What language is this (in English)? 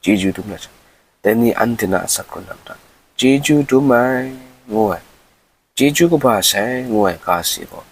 Kachin